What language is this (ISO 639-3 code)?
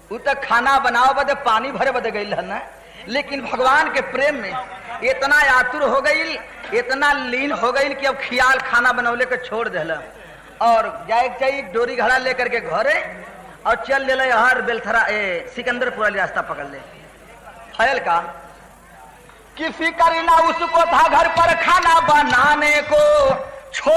bho